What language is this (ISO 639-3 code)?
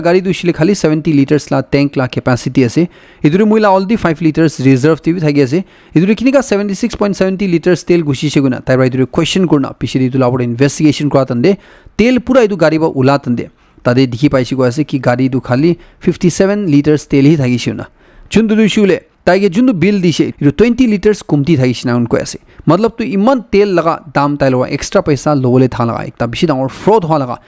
nag